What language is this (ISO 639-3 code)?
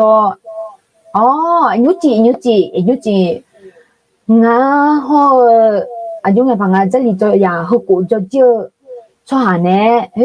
ahk